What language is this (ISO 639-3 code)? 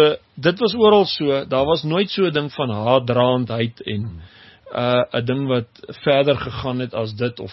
afr